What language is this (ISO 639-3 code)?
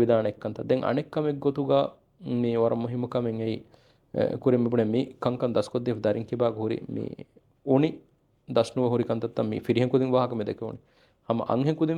div